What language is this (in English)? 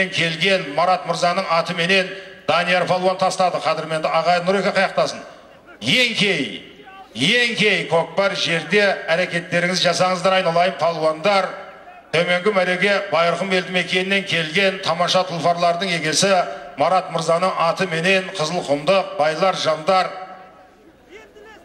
Kazakh